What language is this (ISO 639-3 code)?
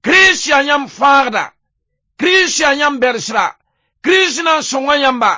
mos